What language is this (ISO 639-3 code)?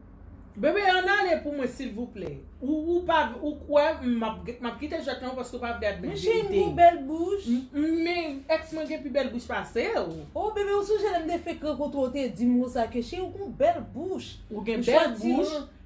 hat